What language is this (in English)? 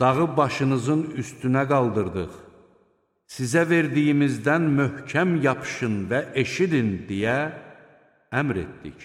Azerbaijani